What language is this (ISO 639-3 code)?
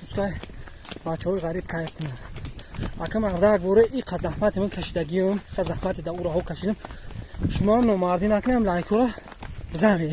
tgk